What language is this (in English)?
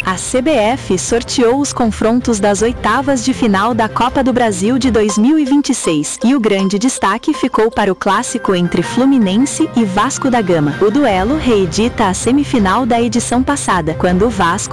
Portuguese